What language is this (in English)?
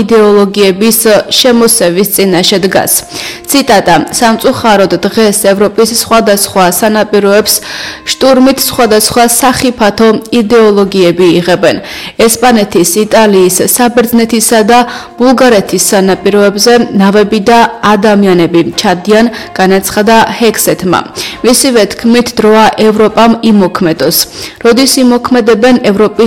Georgian